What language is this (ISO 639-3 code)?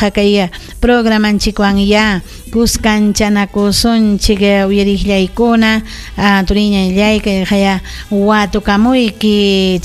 quy